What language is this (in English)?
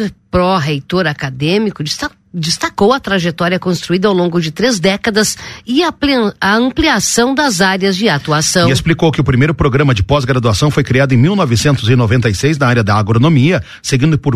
Portuguese